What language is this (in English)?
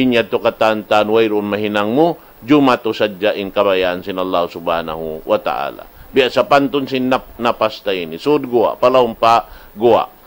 Tausug